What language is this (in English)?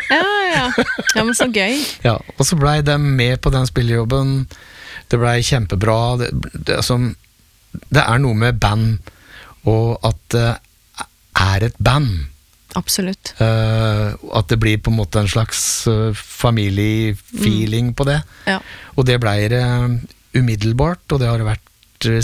Norwegian